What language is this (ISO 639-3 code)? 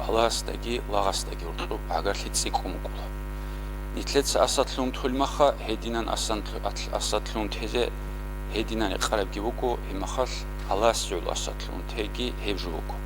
ava